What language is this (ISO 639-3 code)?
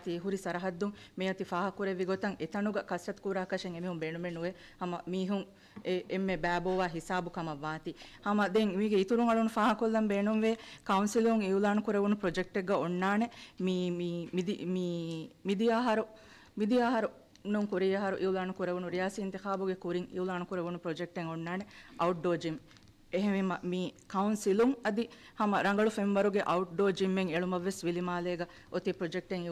div